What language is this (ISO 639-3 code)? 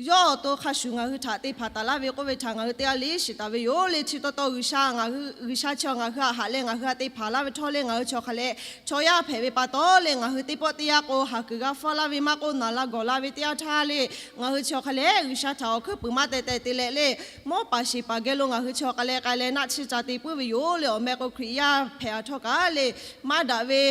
lhu